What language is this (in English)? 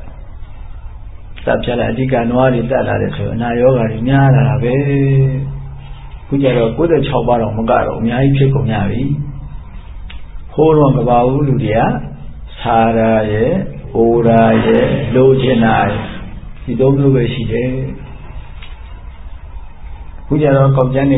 Burmese